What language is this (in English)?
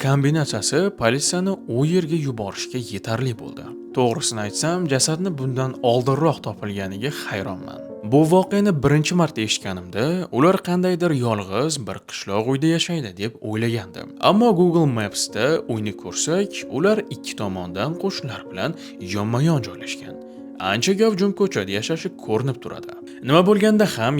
Uzbek